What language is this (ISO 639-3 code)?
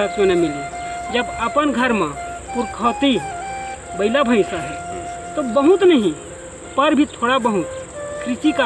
hne